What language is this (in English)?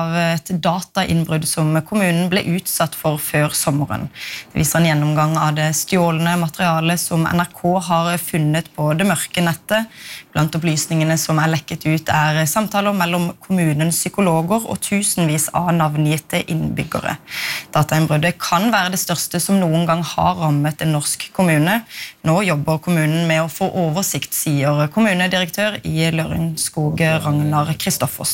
Norwegian